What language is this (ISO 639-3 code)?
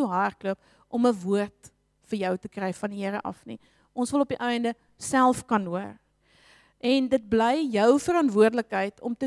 afr